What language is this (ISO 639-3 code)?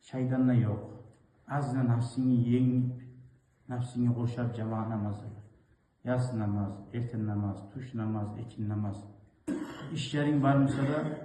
kum